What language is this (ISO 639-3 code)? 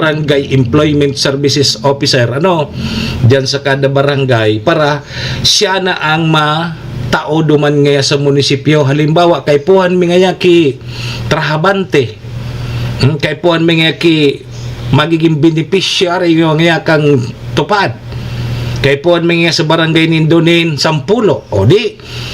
bik